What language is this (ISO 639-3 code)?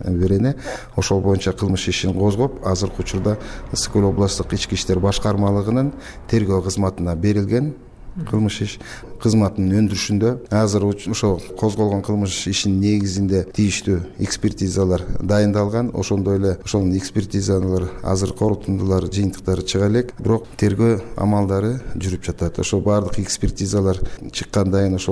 kir